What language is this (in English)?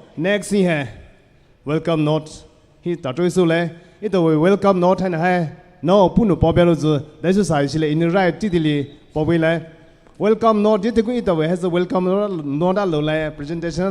Poumei Naga